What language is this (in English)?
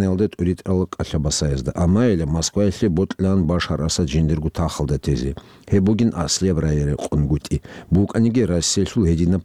Avaric